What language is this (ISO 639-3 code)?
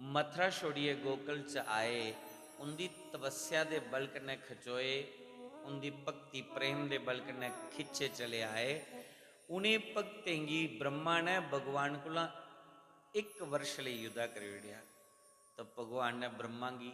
doi